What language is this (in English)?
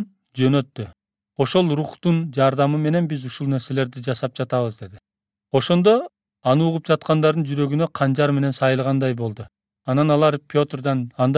Kyrgyz